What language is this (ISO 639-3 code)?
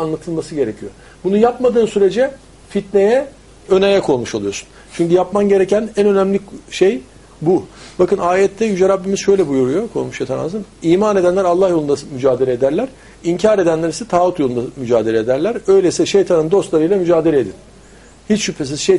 tur